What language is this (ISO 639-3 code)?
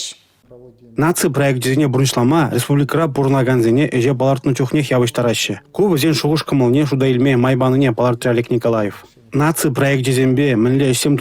chv